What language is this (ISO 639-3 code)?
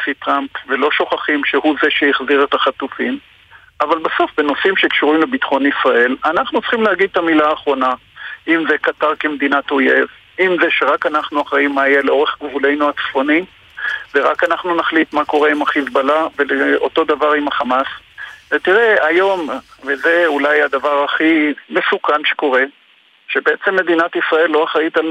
heb